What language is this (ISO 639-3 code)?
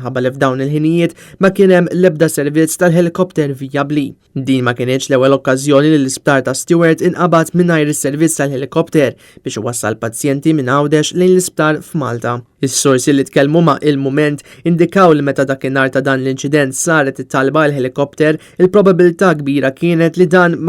mlt